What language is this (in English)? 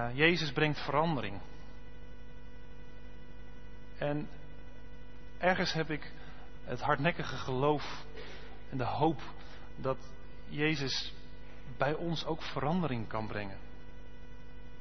Dutch